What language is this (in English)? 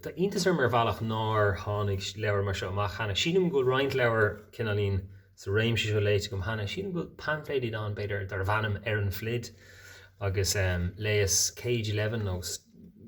Irish